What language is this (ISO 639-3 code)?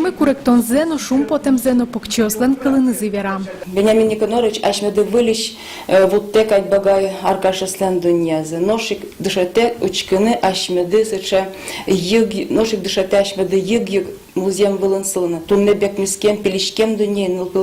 udm